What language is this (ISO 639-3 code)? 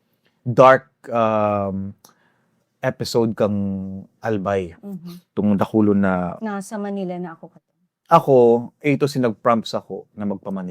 bik